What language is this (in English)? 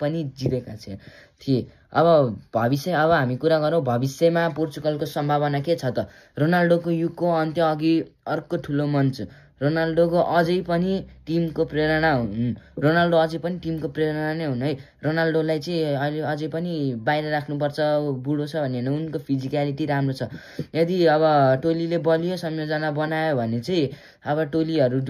Nepali